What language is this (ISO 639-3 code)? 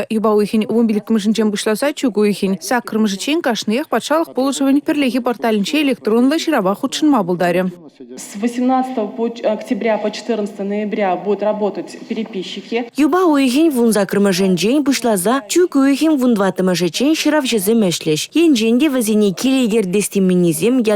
chv